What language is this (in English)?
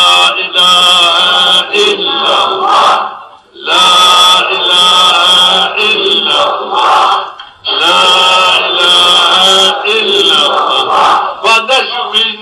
Zaza